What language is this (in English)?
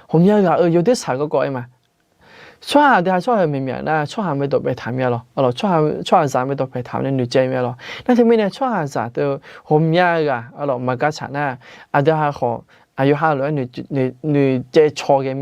Akha